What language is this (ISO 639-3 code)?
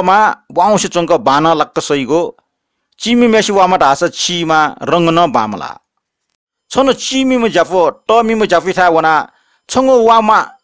new